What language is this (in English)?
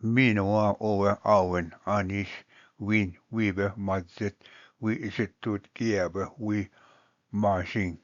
Ojibwa